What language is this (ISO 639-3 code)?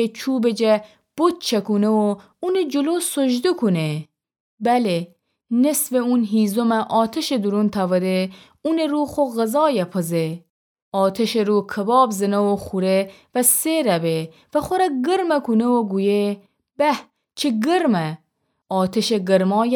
glk